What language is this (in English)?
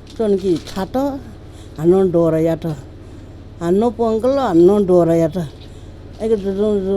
Newari